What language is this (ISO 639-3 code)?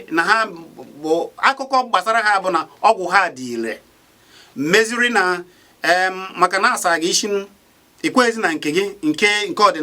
ibo